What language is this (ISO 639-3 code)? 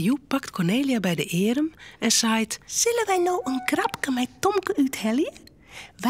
fry